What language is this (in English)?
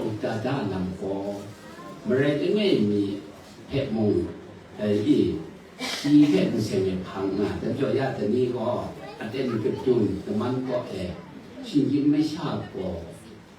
Kachin